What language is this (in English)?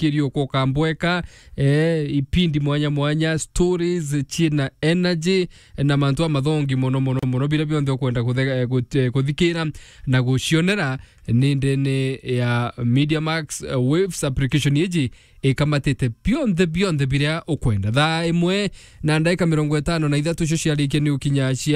Meru